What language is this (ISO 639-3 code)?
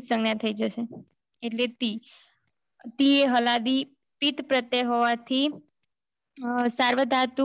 guj